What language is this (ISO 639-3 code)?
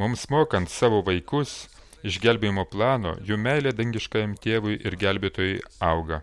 lit